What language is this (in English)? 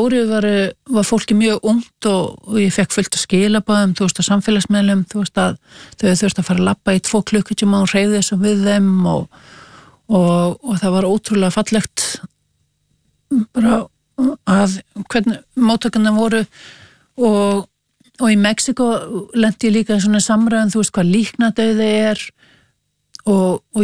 Icelandic